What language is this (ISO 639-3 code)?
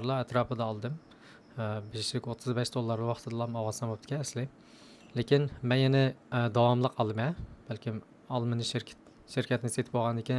uig